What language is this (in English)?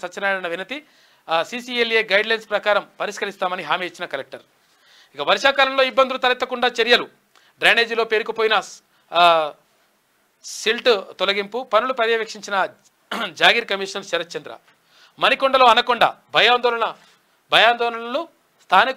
Telugu